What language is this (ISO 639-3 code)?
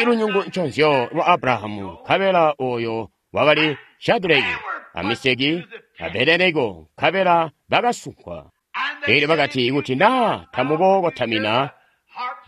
toi